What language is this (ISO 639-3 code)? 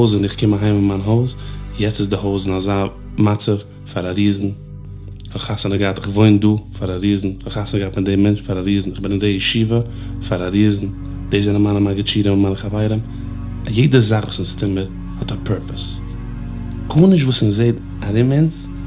yid